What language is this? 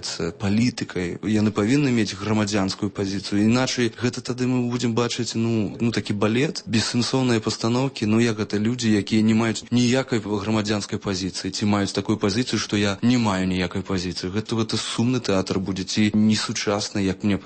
Belarusian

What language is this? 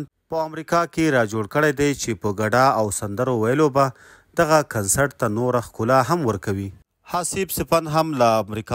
Pashto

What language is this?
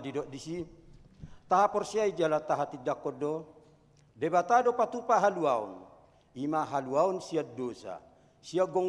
Batak Toba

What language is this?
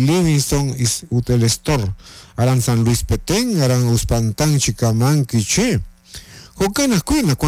Kekchí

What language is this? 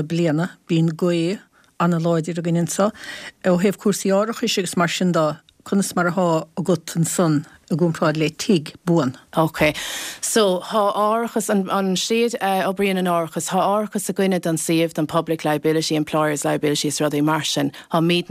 Irish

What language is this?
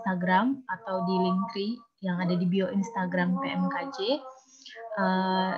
Indonesian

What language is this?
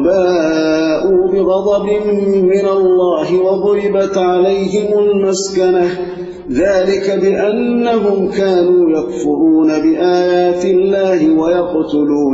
Arabic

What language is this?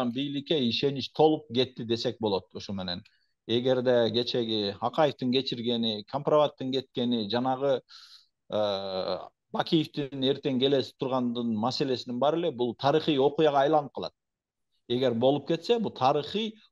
Kyrgyz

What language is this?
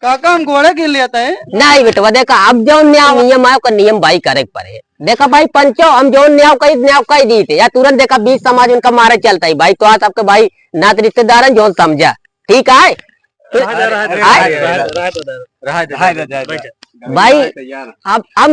Awadhi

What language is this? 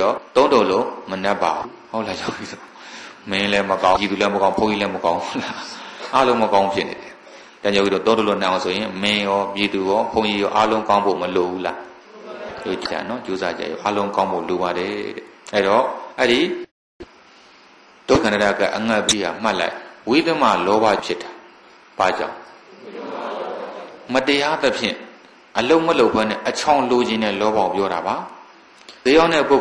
Burmese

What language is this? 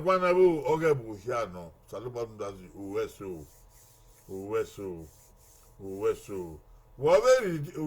Bini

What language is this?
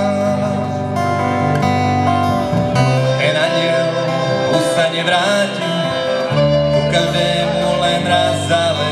Slovak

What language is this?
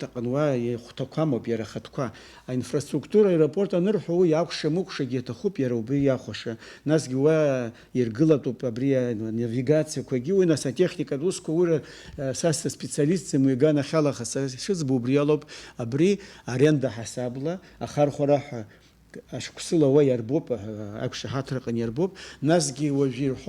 Abkhazian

